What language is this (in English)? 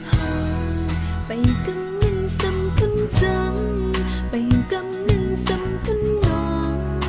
Shan